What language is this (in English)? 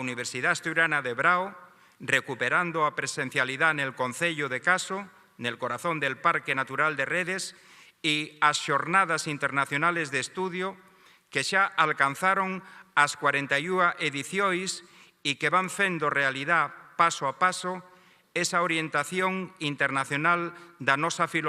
Asturian